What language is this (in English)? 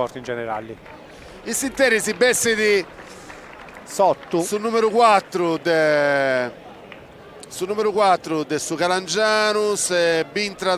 Sardinian